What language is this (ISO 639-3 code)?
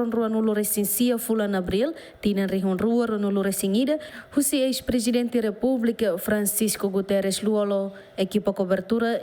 tet